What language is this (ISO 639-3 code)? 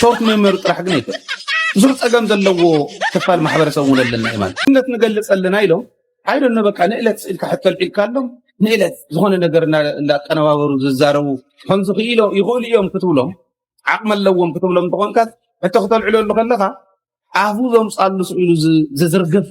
tir